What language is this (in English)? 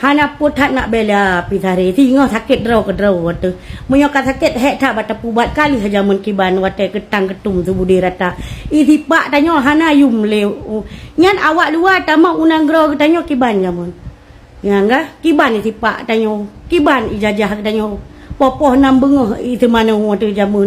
Achinese